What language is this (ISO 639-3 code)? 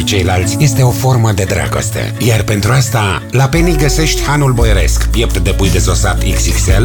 ron